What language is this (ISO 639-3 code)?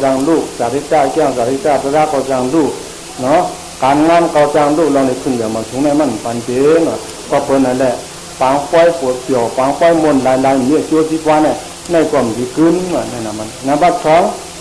shn